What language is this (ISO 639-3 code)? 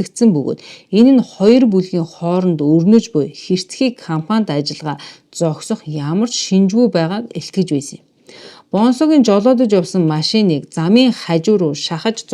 mon